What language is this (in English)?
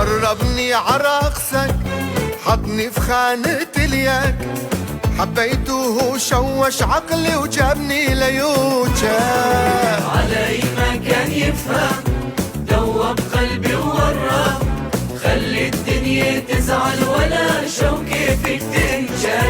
North Levantine Arabic